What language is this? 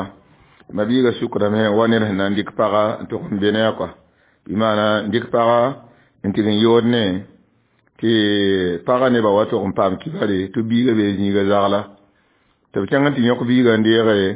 Mossi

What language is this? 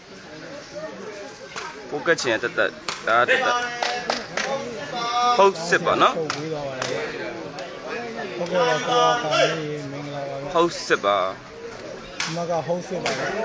Burmese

